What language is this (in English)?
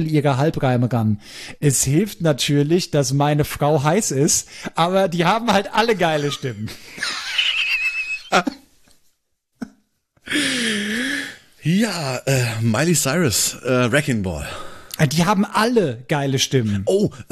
German